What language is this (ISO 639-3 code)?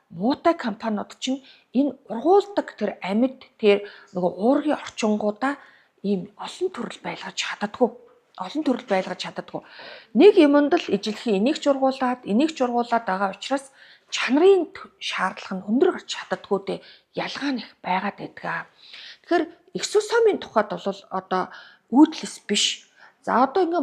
mon